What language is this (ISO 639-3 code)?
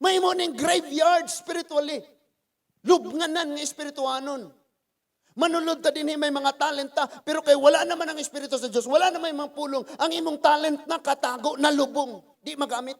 ceb